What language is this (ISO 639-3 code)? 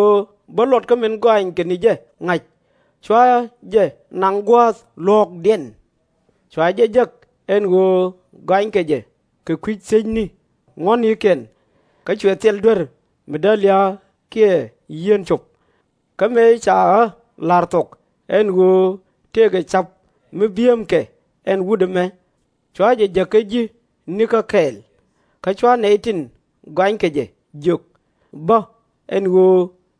nus